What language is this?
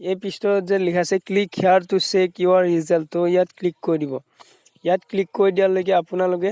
Assamese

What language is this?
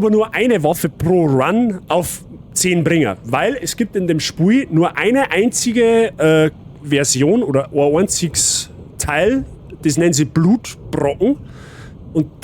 Bavarian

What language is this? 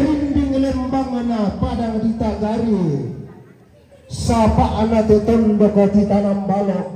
Toraja-Sa'dan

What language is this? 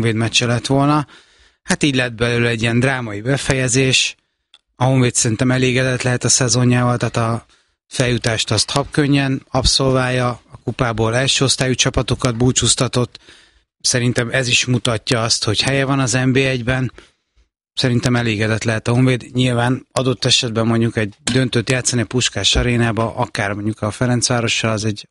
Hungarian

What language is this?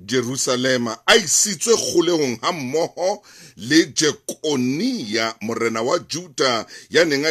Southern Sotho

